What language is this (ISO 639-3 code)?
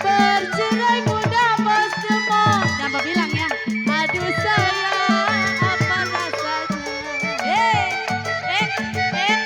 bew